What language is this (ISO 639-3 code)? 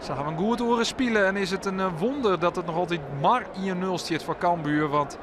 fry